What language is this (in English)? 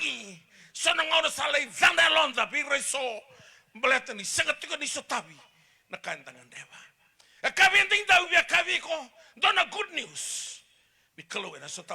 Fijian